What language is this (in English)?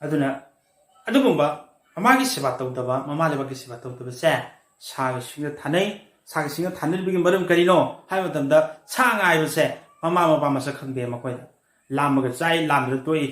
Manipuri